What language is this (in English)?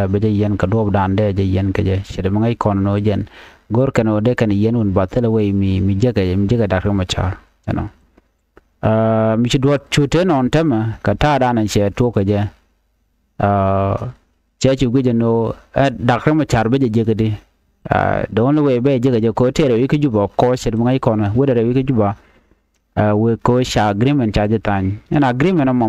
Nuer